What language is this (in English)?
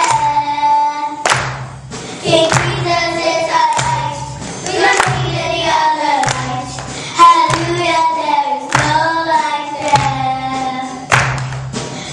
English